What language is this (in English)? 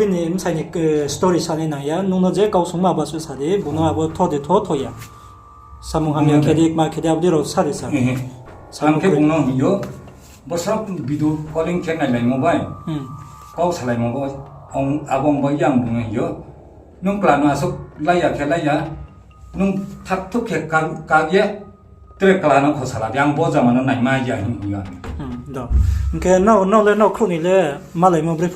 Riang (India)